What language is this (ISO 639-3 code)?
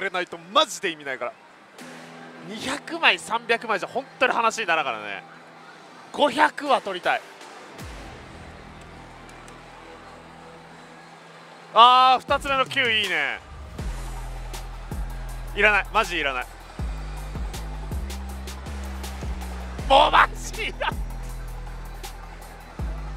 jpn